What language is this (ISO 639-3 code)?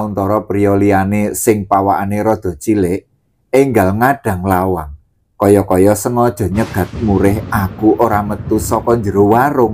jav